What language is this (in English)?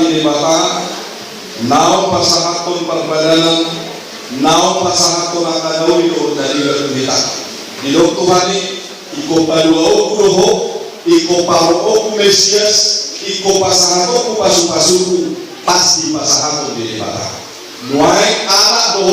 Batak Toba